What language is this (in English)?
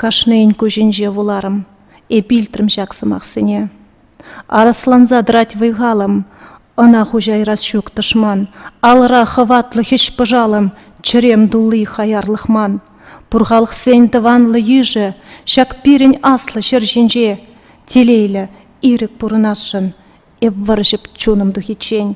Chuvash